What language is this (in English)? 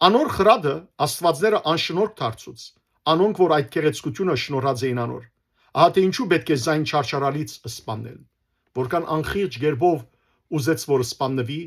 Western Armenian